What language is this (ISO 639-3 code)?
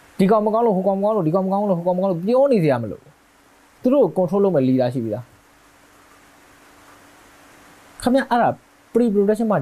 mya